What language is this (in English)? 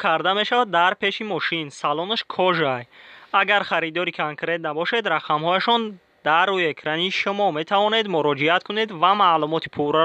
Tajik